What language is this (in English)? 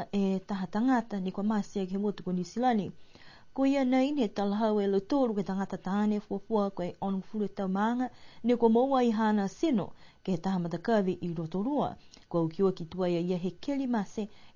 Niuean